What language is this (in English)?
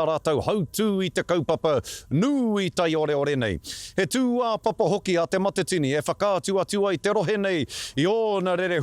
Māori